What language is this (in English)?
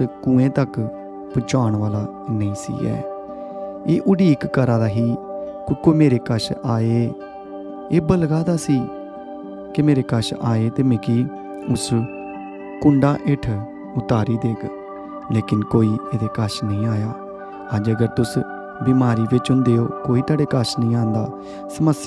Dogri